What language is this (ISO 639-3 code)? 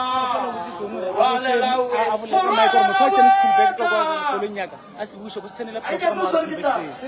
nso